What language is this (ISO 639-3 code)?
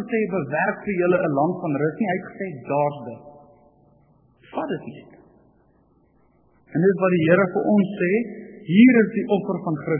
afr